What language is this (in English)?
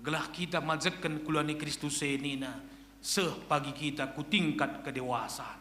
Batak Karo